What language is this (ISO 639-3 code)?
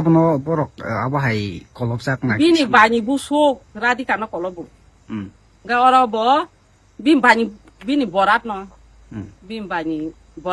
trp